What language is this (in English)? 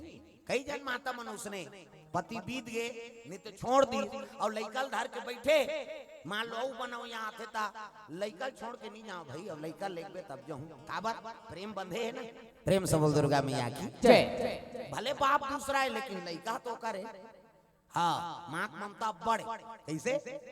Chhattisgarhi